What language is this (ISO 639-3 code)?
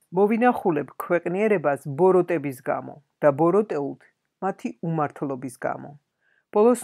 kat